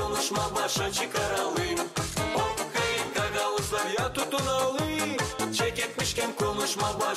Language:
Gagauz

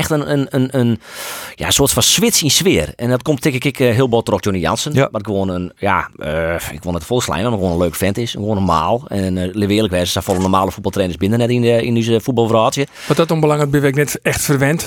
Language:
Western Frisian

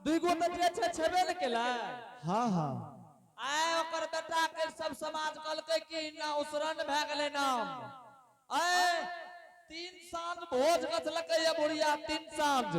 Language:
Angika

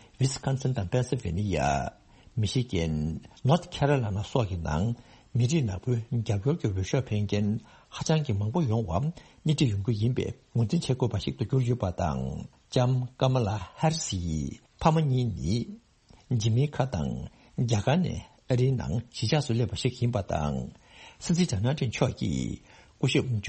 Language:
Tibetan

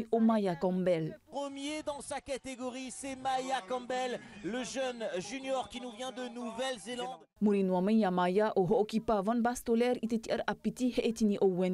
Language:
Tahitian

